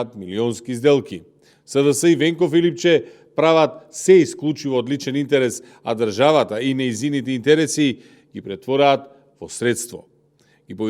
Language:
Macedonian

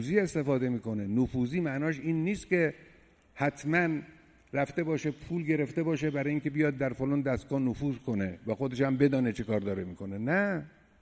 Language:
Persian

